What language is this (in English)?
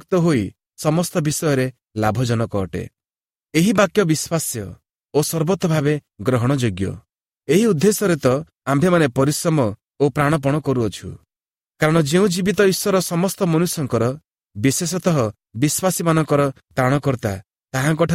Odia